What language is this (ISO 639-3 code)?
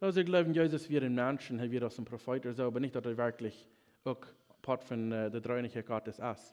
pdt